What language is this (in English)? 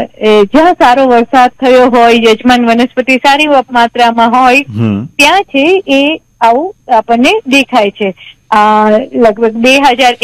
Gujarati